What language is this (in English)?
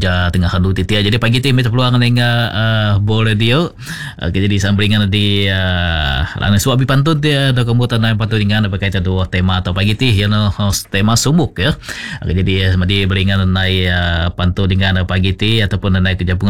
Malay